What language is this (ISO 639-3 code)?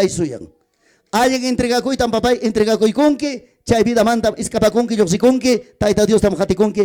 quy